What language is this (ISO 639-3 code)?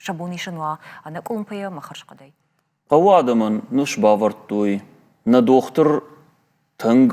oss